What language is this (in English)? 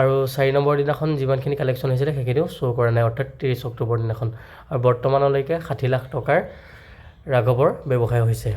Assamese